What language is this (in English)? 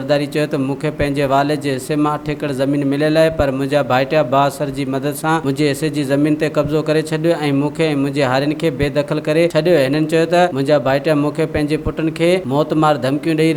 Sindhi